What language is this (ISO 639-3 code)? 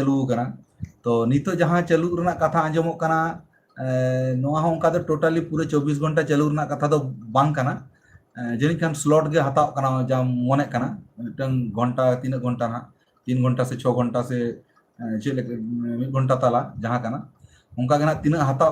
sat